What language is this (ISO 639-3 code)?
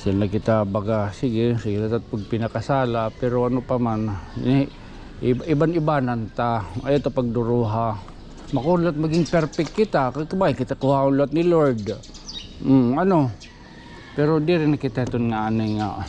war